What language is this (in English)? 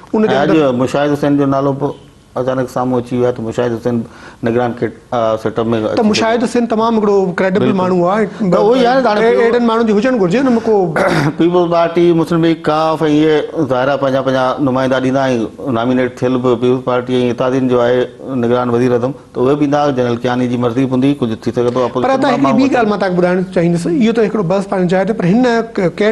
Sindhi